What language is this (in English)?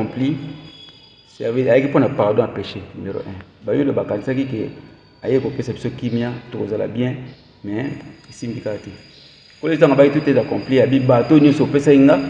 Lingala